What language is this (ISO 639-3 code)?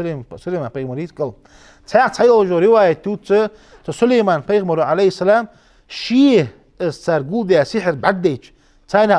inh